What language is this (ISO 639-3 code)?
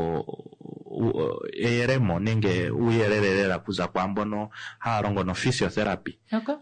kua